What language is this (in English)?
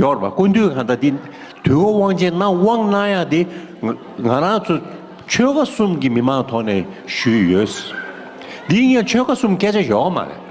Tibetan